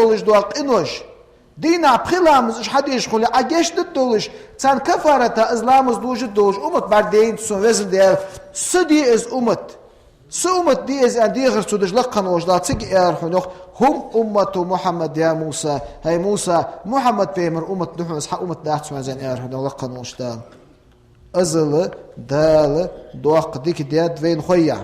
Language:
Ingush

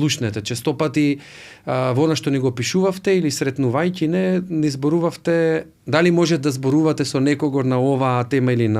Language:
Macedonian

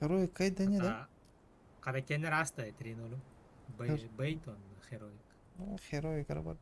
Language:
Yakut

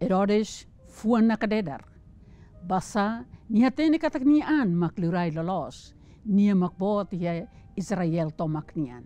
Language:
Tetum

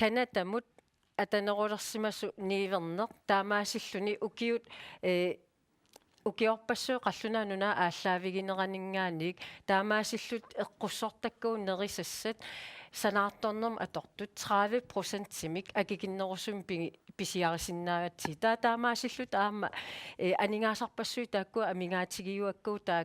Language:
Kalaallisut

